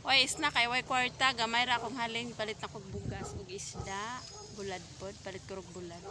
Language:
Cebuano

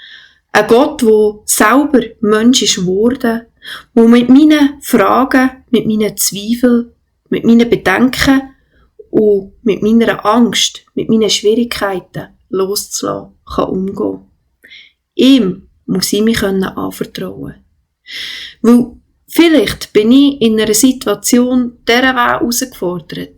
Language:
Swiss German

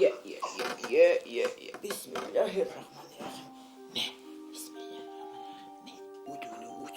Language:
Bashkir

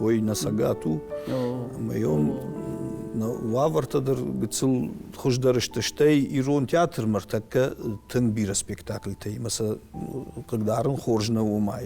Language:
Ossetic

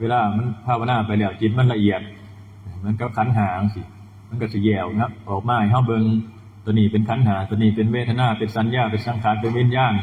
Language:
Northeastern Thai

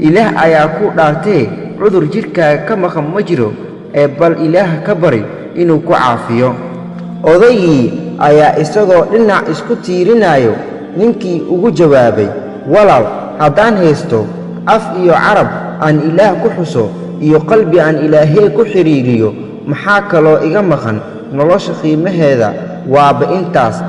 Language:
Somali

